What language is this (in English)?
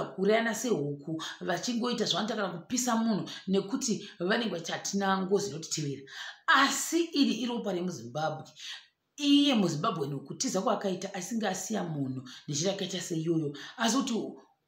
Shona